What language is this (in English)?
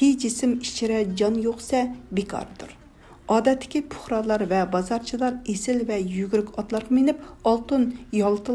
Uyghur